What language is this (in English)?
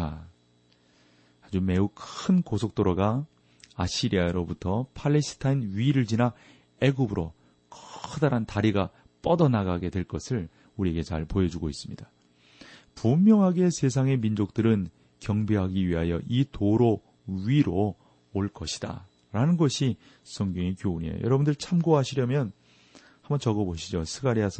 Korean